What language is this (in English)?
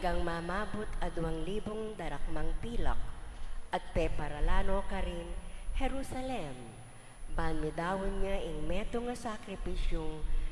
Pampanga